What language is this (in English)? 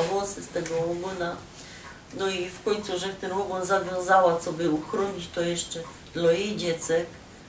Silesian